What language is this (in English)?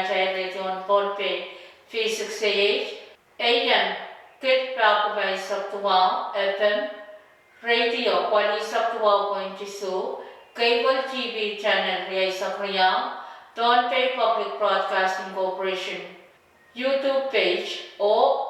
Pohnpeian